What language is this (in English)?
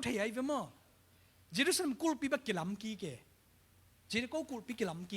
Tedim Chin